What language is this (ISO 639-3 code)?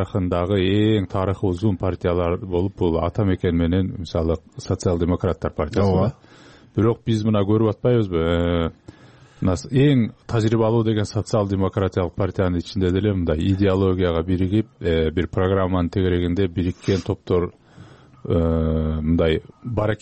kir